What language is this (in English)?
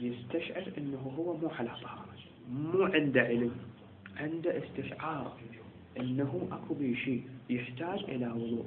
Mesopotamian Arabic